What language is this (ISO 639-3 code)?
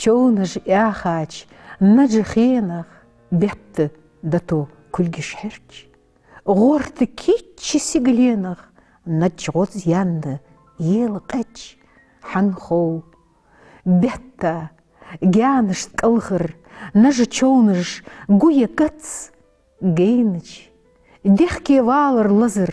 inh